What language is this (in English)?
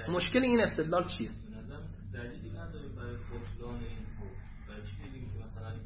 Persian